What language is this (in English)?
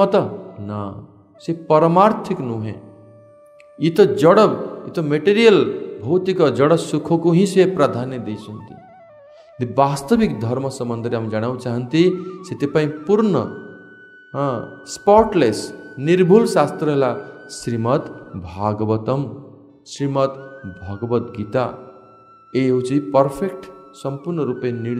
Odia